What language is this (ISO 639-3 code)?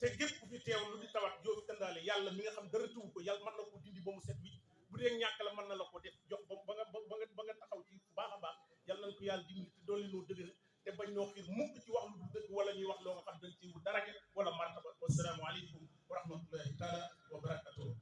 wol